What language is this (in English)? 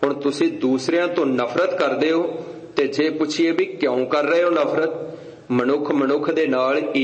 Punjabi